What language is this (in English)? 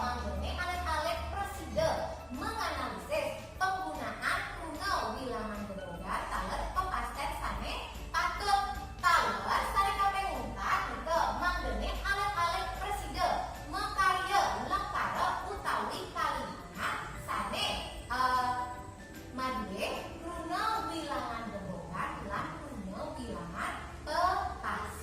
Balinese